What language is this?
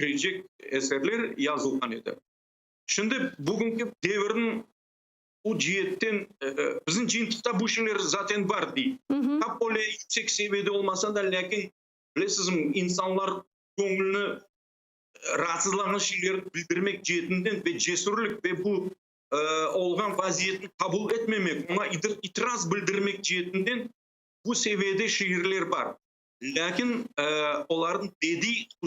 Crimean Tatar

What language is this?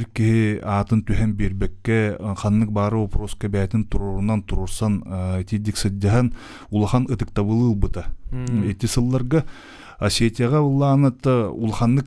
Yakut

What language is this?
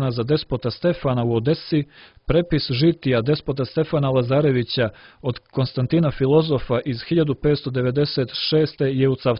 Serbian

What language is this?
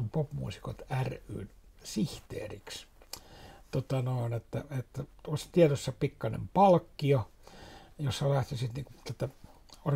Finnish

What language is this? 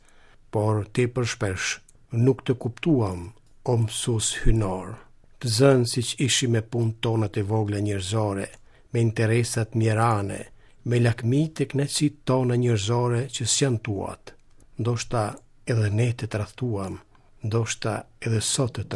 Albanian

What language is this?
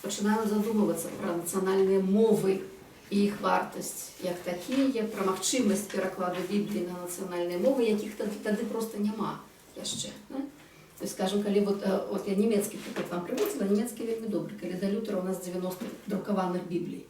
Belarusian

